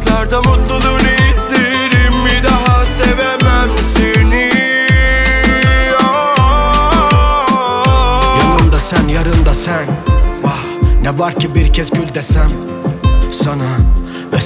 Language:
Turkish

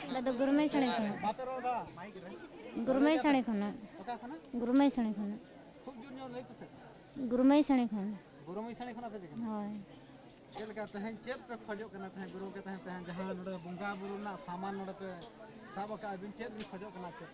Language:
Santali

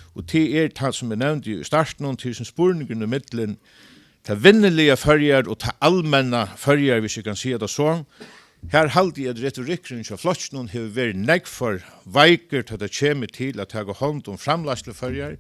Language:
Faroese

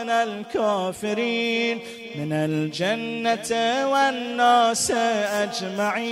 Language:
Arabic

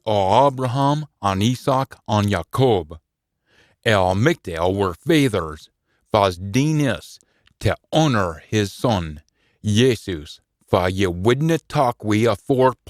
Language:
Scots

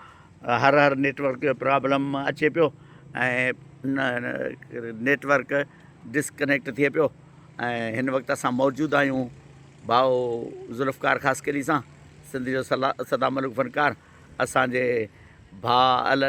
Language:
Sindhi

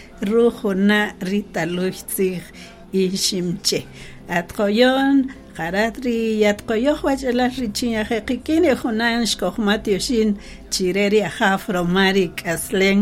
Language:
Kaqchikel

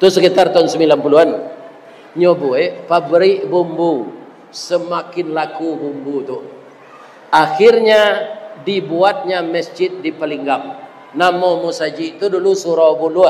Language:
Minangkabau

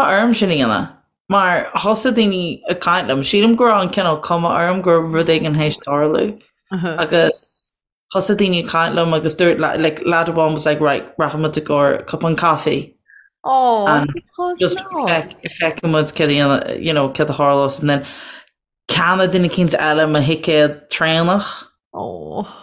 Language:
Irish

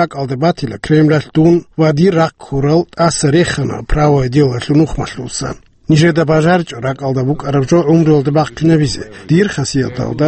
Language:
Avaric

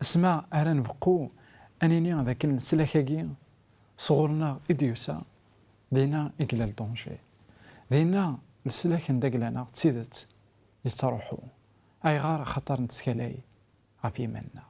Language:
Kabyle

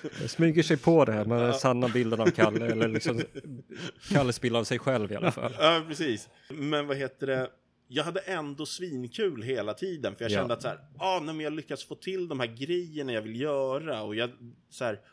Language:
Swedish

